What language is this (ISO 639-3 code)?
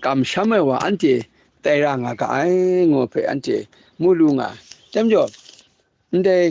kac